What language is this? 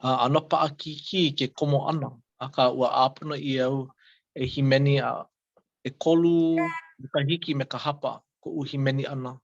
Hawaiian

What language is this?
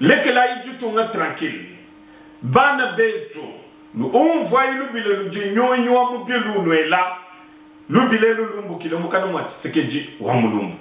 Luba-Lulua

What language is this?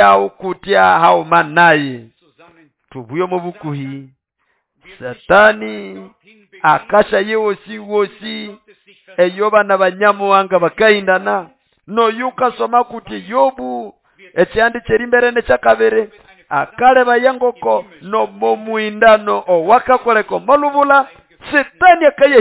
Nande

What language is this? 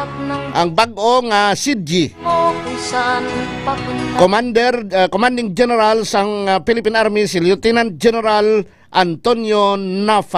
Hiligaynon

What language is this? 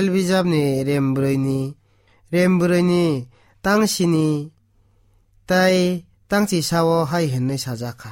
Kok Borok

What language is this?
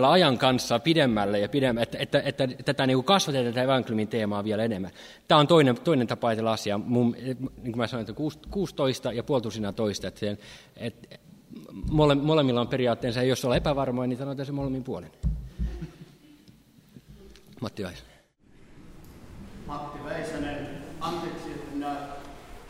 Finnish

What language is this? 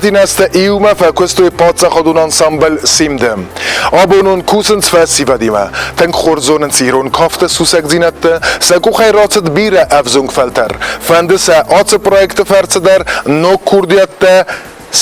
Ossetic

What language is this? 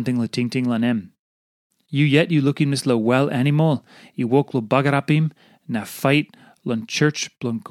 Tok Pisin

